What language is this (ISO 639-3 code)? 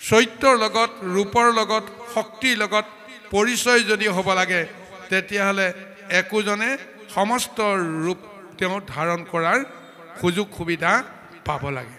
asm